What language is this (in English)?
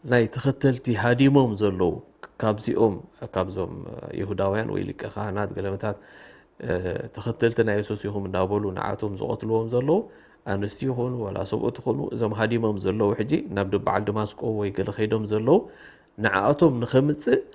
Tigrinya